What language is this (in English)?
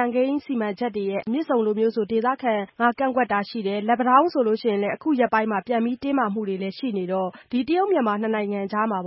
Burmese